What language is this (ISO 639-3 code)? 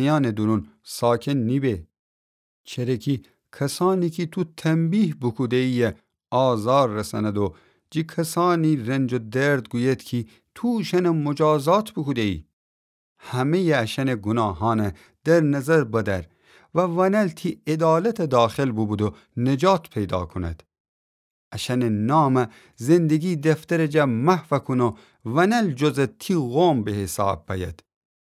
glk